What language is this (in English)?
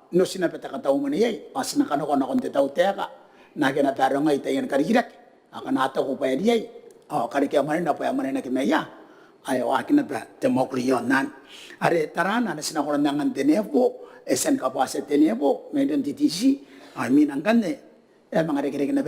Gilbertese